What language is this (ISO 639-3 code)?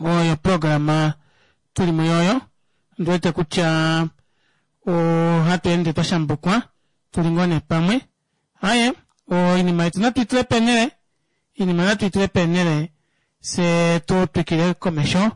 kua